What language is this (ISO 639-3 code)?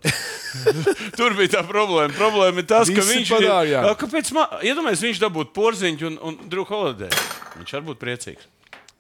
lav